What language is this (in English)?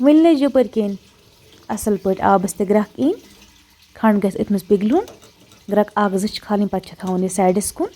Kashmiri